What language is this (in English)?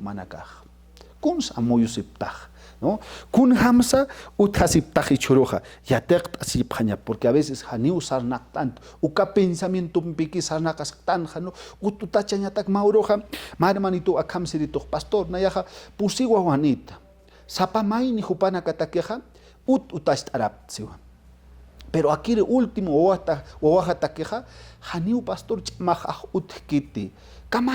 Aymara